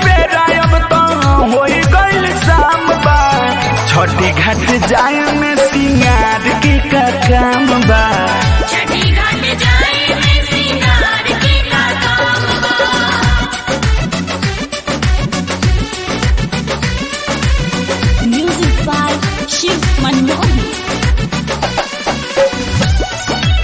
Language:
Bhojpuri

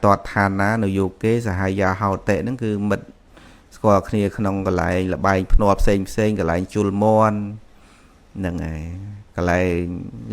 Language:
Khmer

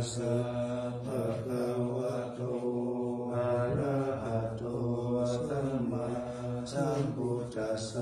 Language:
Pali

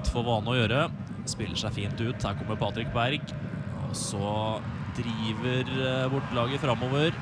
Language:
Norwegian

